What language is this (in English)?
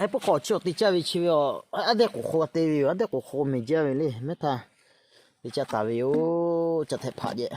Lahu